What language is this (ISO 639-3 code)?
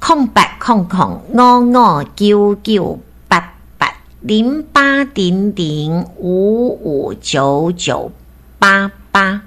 nan